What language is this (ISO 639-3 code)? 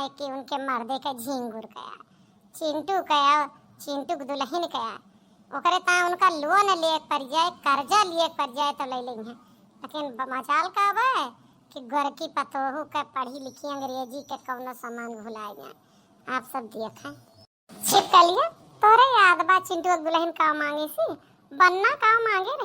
awa